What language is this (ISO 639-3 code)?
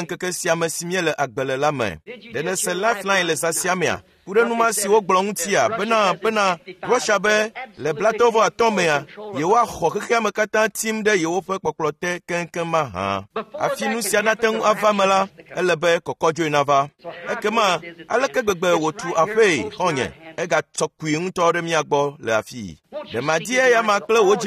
ewe